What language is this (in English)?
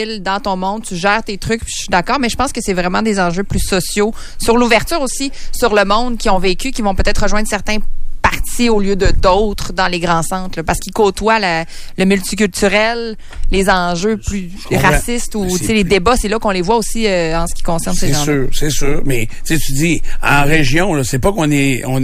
French